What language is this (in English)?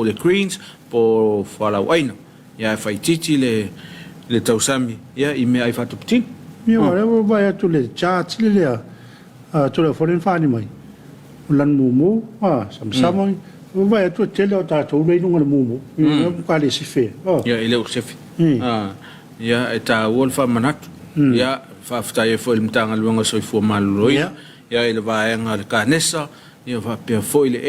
Samoan